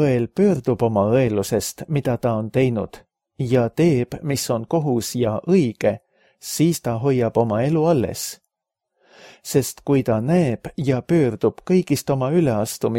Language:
Estonian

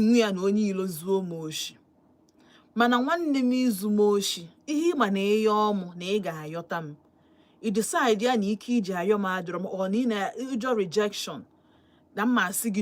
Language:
Igbo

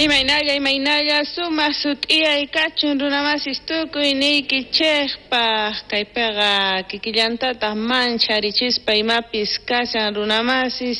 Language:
South Bolivian Quechua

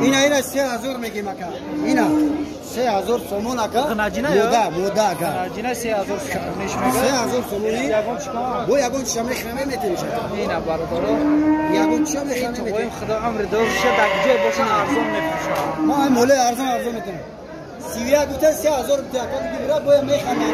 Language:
Tajik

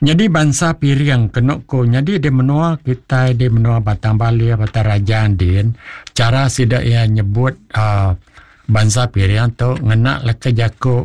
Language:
Iban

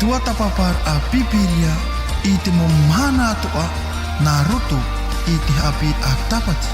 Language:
Tahitian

